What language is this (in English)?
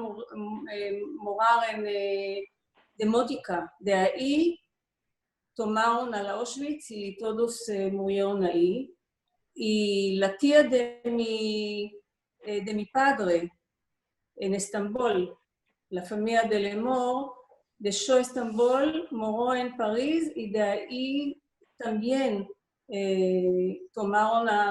Ladino